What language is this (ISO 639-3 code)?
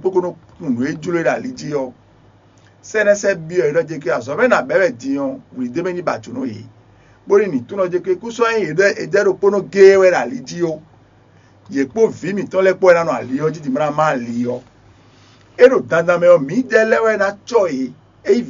fon